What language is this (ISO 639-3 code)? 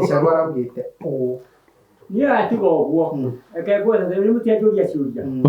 kik